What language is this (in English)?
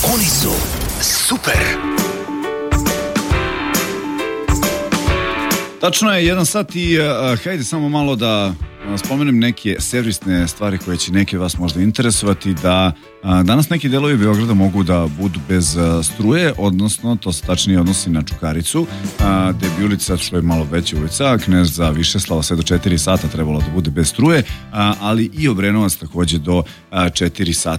Serbian